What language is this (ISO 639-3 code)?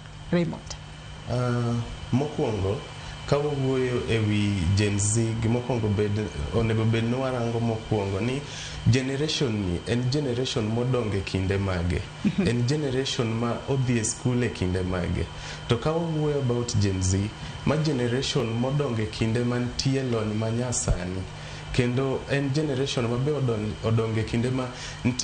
luo